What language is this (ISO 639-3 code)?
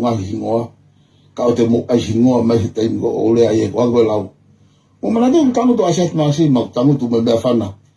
ton